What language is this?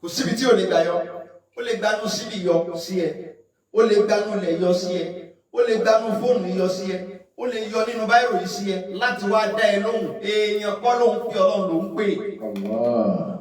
Yoruba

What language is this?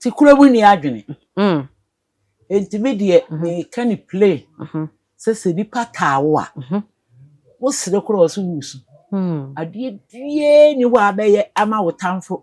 Akan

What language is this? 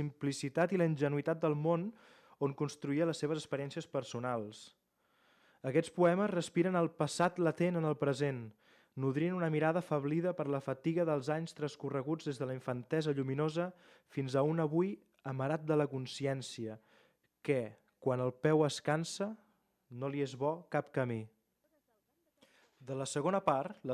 Catalan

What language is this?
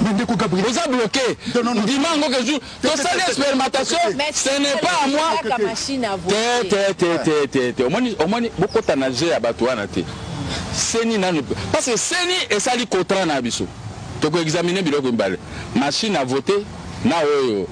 Lingala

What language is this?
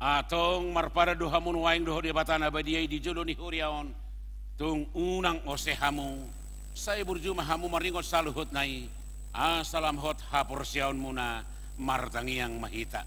Batak Toba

